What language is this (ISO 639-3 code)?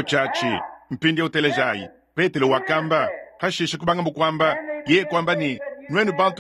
lua